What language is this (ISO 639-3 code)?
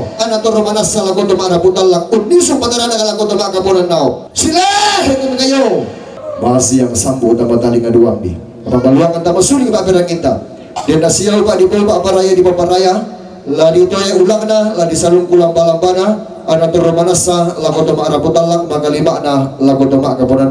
sda